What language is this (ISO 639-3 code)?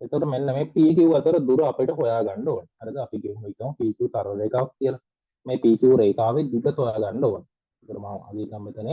sin